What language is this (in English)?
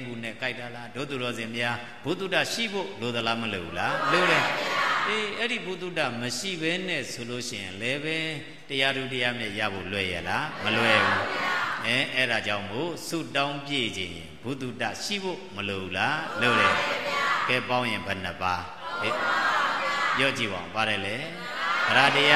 Burmese